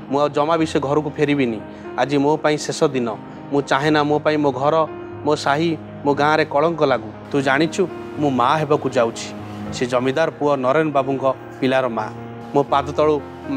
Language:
Odia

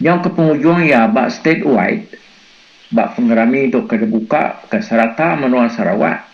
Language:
Iban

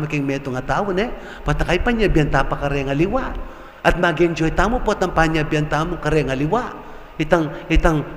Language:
Pampanga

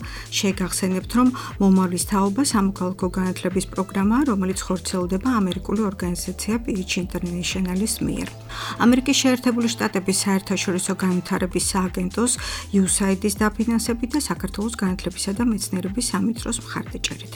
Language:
Georgian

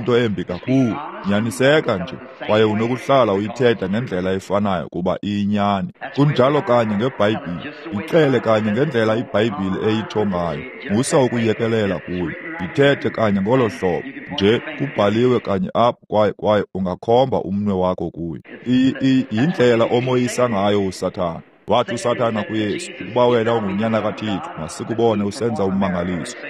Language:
Xhosa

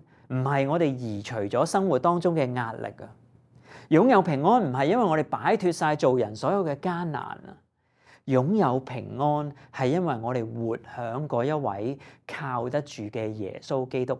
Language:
Cantonese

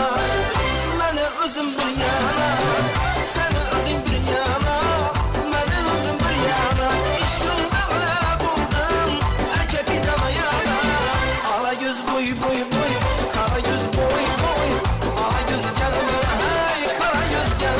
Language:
Kara-Kalpak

